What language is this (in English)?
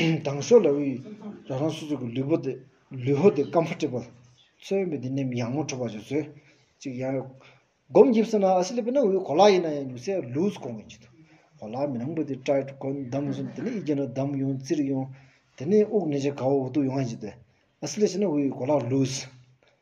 Stod Bhoti